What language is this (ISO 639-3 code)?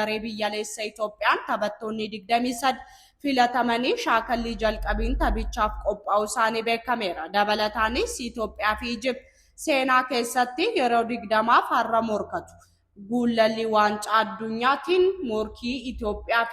orm